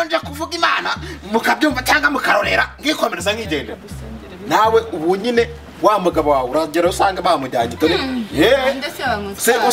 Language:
Kinyarwanda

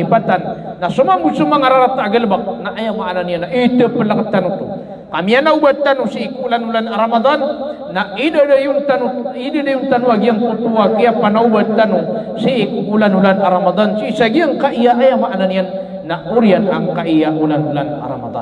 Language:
Maranao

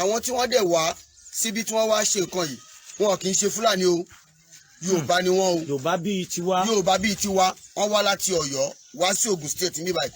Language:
Yoruba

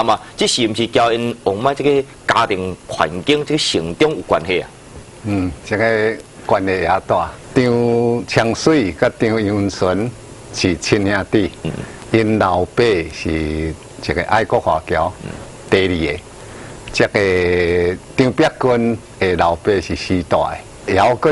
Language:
Min Nan Chinese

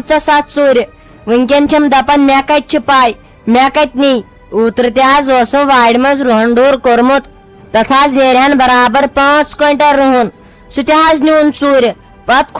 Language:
Kashmiri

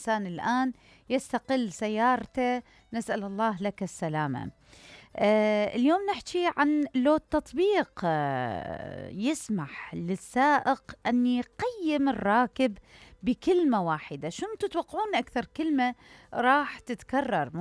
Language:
Mesopotamian Arabic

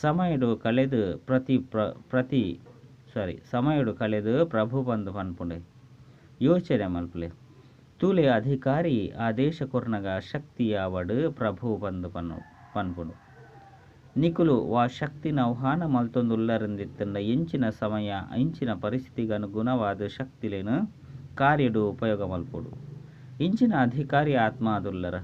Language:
Tulu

